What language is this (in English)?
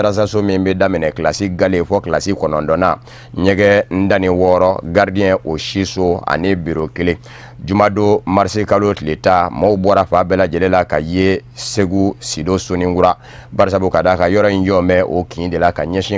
Bambara